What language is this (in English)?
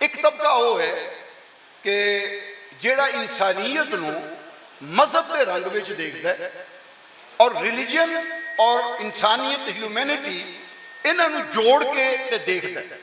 Western Panjabi